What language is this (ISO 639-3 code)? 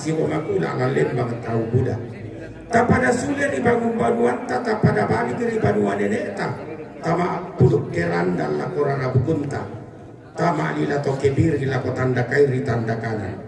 sda